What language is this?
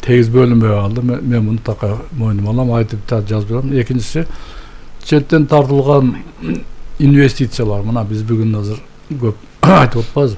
Kyrgyz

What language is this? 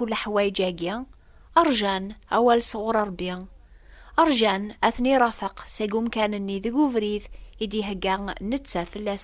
Kabyle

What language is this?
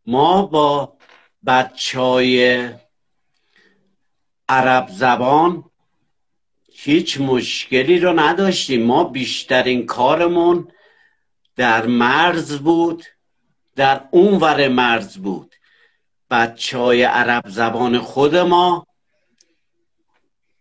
Persian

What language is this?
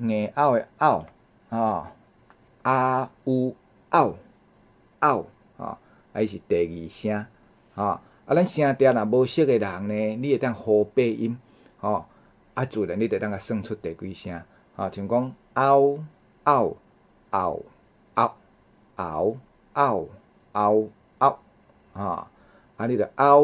Min Nan Chinese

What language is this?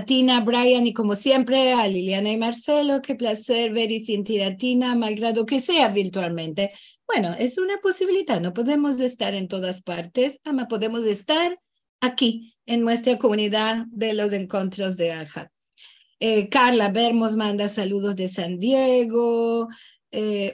Ladino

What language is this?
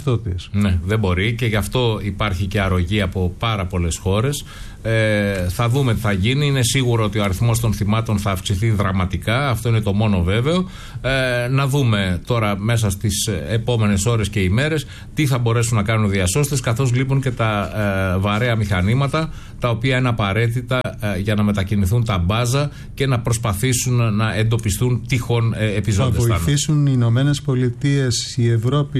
Greek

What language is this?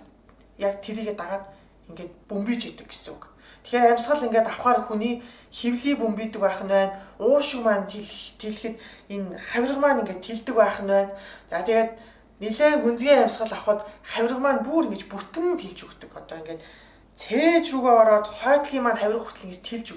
Mongolian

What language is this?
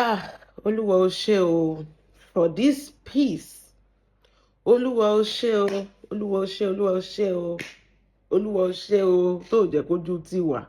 Yoruba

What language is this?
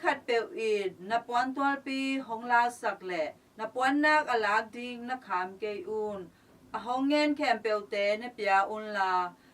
Tedim Chin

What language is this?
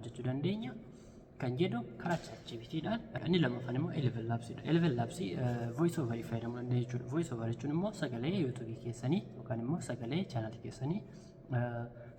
Oromo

